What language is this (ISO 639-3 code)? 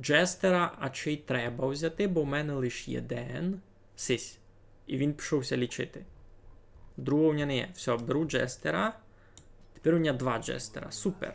rue